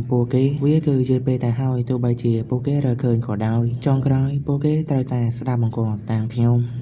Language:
Khmer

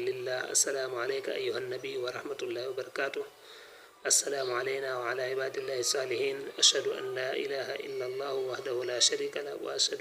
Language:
Wolof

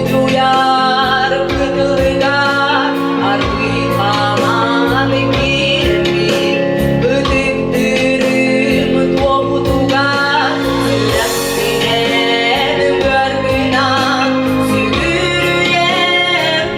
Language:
Yakut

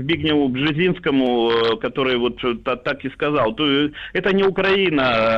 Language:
Russian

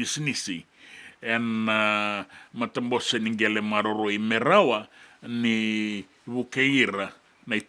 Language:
Fijian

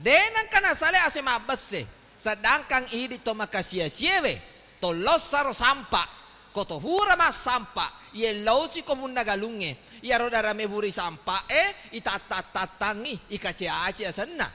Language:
Buginese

